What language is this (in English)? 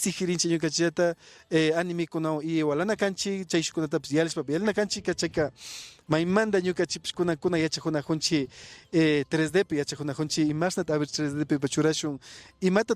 Imbabura Highland Quichua